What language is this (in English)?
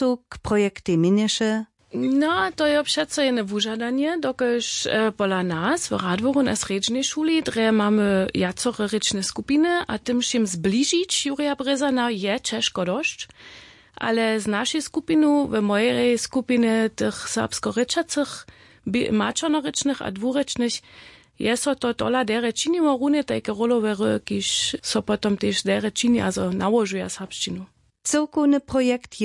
Upper Sorbian